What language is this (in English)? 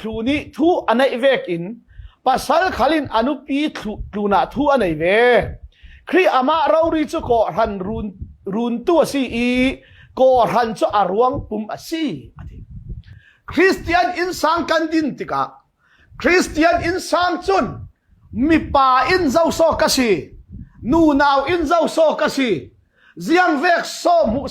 Falam Chin